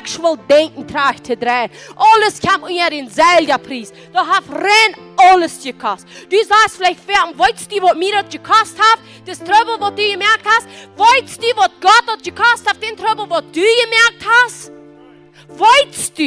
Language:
Plautdietsch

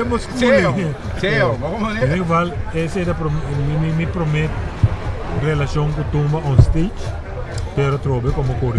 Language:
Papiamento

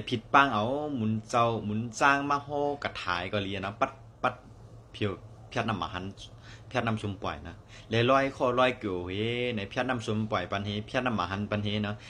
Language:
Shan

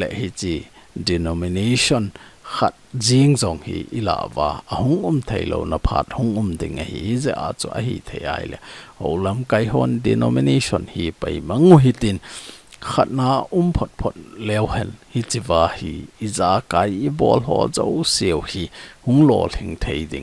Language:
Thado Chin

